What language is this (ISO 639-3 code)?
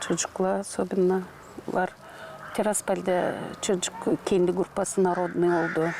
gag